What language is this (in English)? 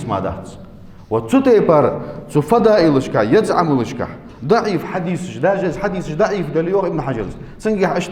Ingush